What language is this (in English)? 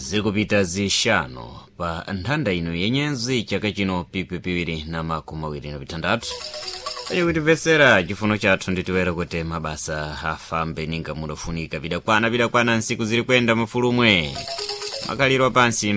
Sena